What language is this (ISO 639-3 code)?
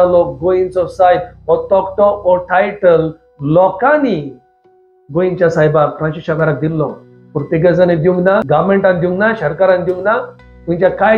kok